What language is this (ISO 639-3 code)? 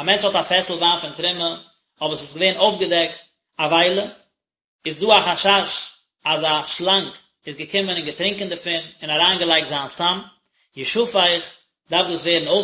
yid